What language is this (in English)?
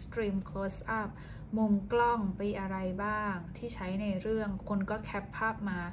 Thai